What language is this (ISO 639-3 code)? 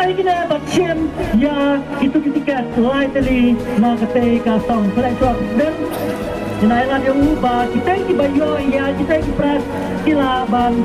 kha